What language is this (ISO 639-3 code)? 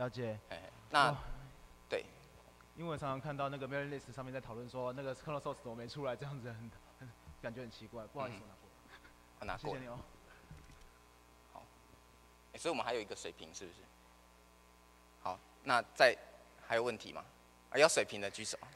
zho